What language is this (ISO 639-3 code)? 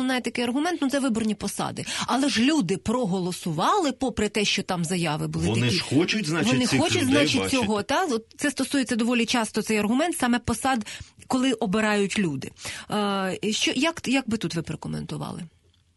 ukr